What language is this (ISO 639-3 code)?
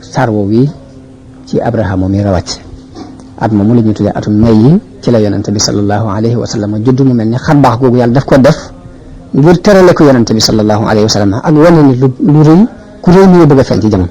wol